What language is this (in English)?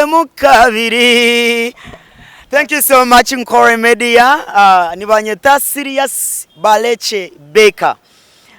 Nyankole